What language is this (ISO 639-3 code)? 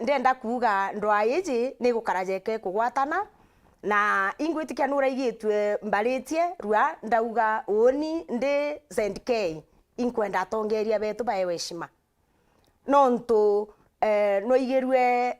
mer